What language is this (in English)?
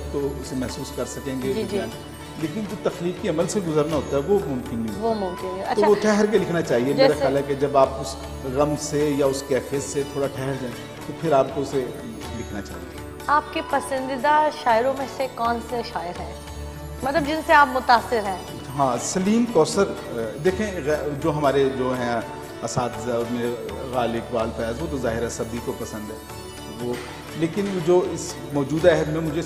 Urdu